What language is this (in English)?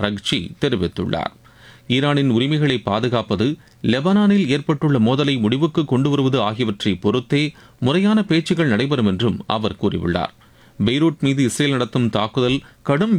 Tamil